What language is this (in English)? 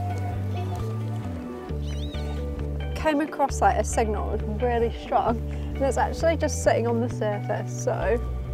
English